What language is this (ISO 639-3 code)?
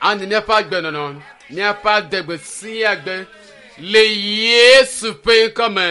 ewe